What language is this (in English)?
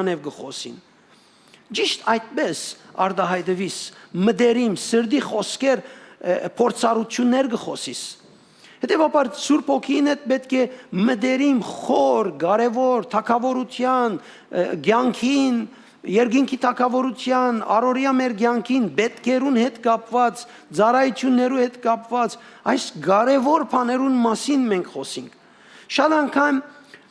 Western Armenian